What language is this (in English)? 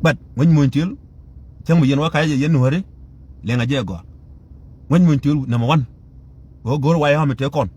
Nuer